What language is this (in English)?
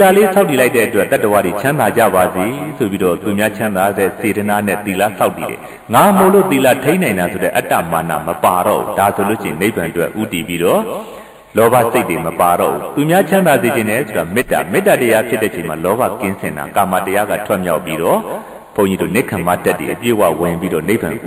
Burmese